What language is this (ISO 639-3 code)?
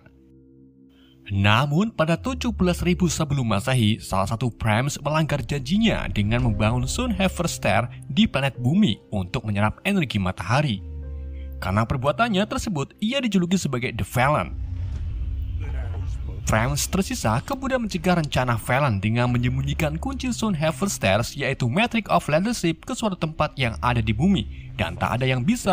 ind